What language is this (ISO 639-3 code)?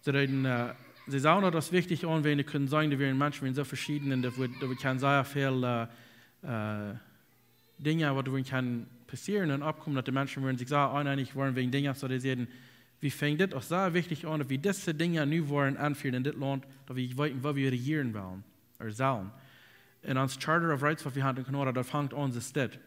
pdt